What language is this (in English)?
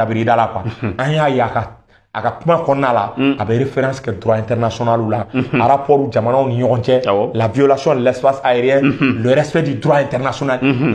Bambara